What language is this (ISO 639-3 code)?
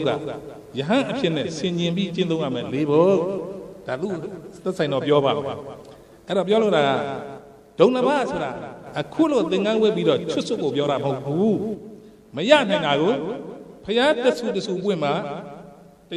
mya